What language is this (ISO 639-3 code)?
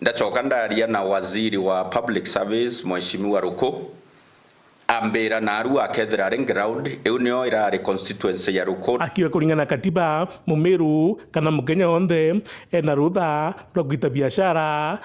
mer